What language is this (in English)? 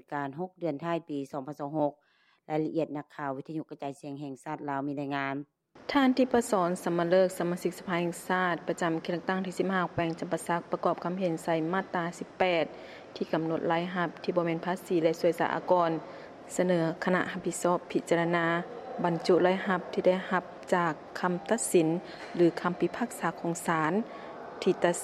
Lao